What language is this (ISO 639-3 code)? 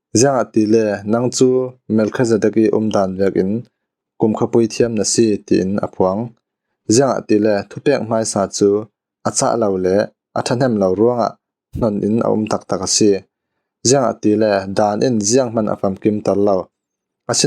cfm